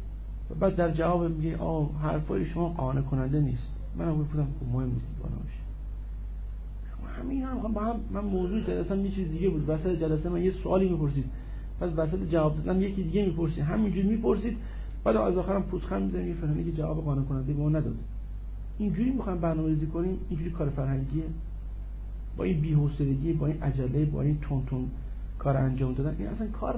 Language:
Persian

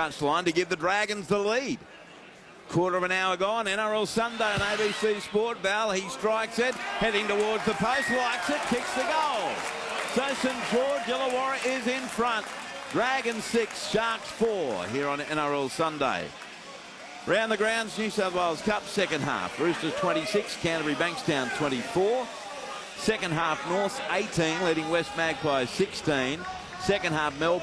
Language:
English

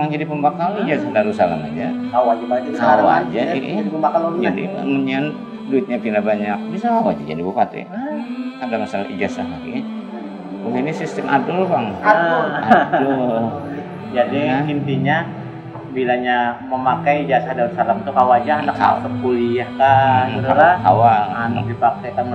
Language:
Banjar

